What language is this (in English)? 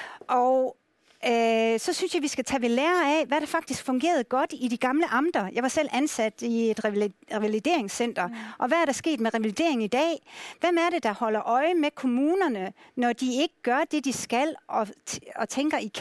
Danish